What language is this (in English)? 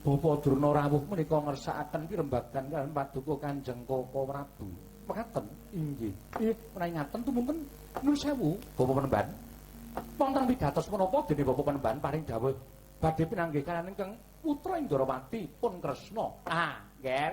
Javanese